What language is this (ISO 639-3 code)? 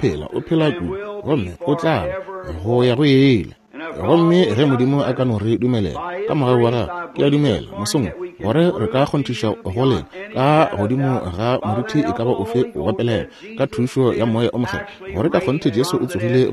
nso